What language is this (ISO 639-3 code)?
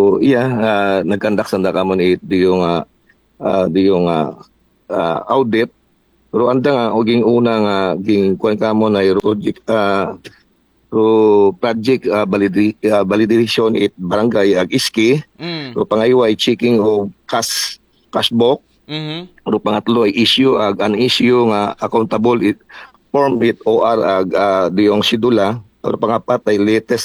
akl